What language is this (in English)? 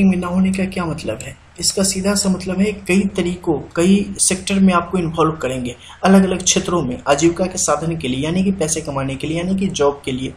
Hindi